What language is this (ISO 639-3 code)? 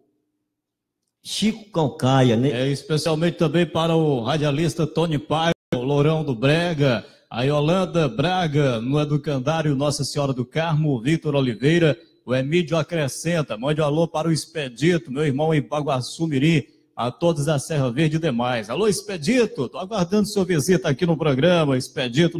por